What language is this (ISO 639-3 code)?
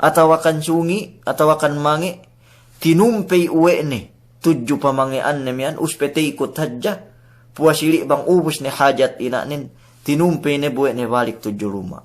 yka